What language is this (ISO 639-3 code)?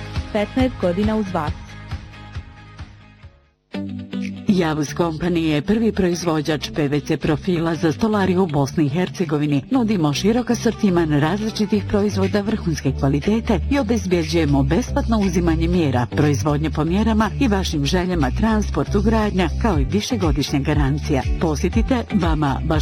bos